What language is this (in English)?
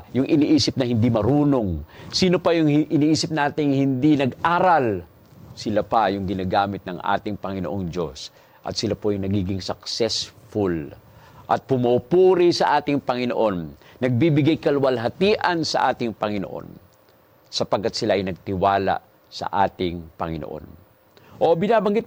Filipino